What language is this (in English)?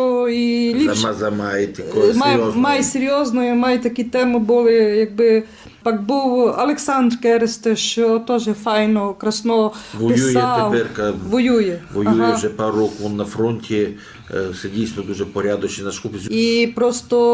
Rusyn